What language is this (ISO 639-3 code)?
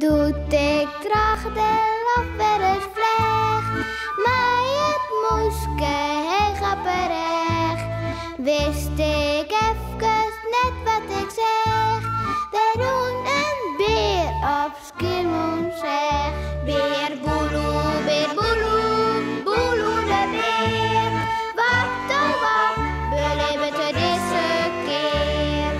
fry